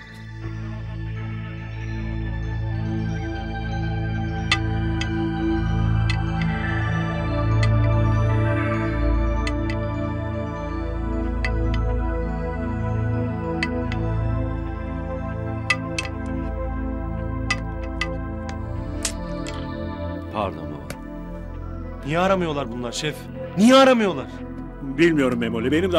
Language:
Turkish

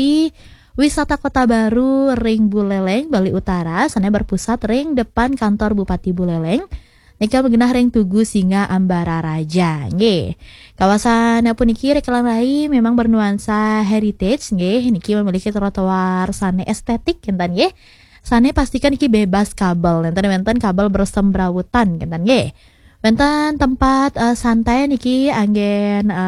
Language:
Balinese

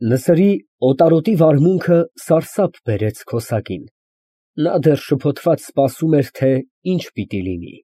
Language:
Armenian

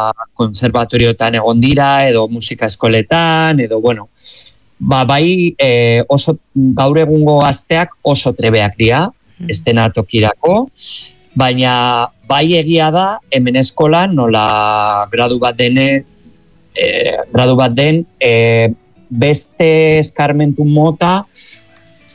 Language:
Basque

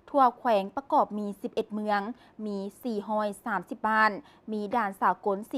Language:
Lao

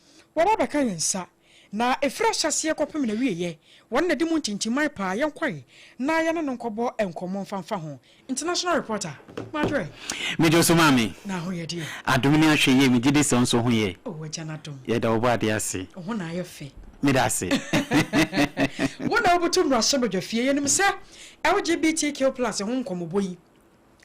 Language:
Akan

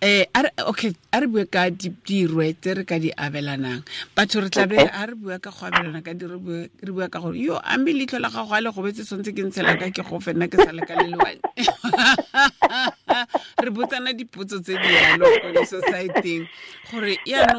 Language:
Tswana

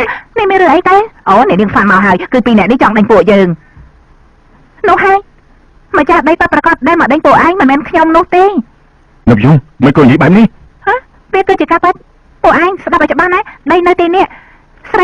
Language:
Khmer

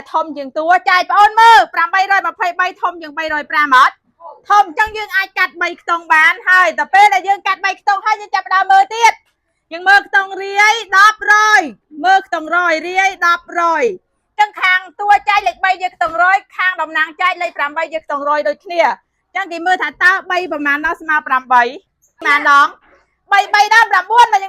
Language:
Khmer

